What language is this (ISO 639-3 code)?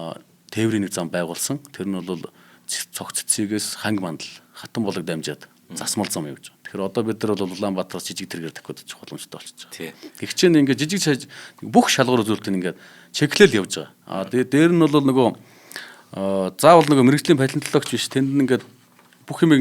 mon